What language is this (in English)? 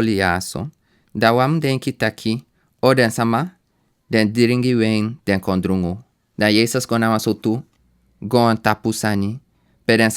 Sranan Tongo